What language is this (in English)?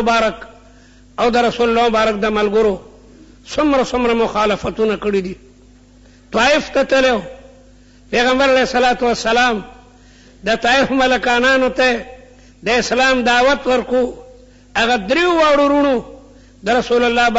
Pashto